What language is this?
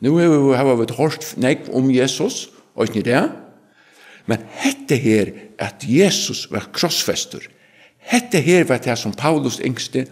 Faroese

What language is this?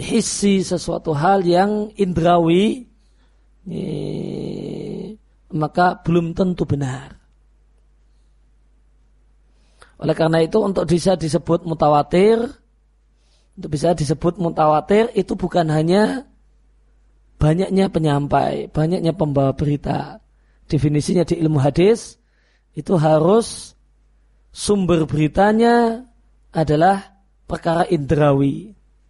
Indonesian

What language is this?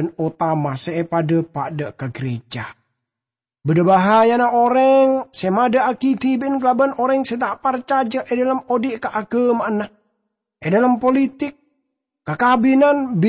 Madurese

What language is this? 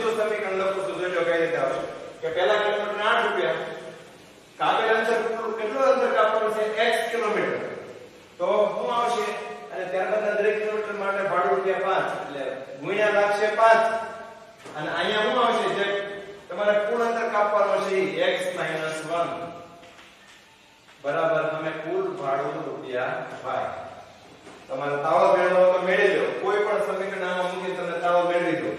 Gujarati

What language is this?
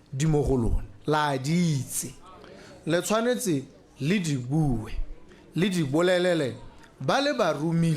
Tswana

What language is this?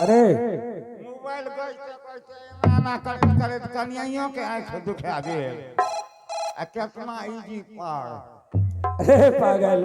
Angika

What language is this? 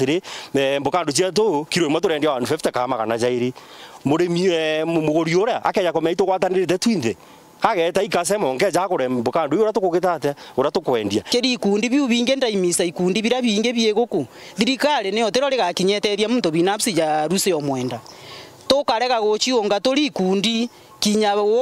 Meru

